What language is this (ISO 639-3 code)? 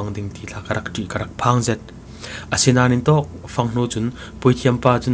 cfm